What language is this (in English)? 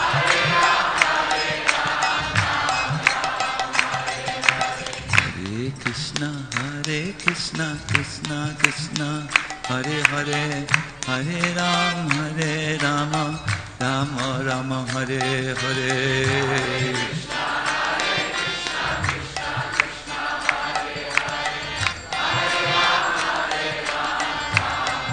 Hindi